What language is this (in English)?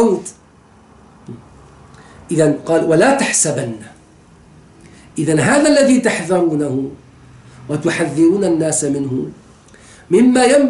Arabic